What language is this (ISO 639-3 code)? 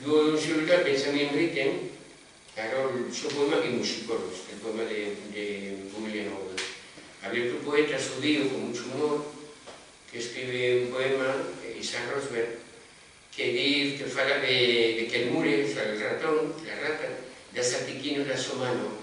ast